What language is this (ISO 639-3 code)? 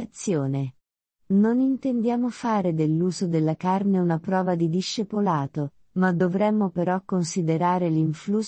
ita